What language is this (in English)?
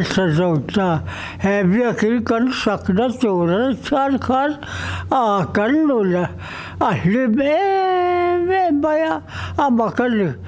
Mizo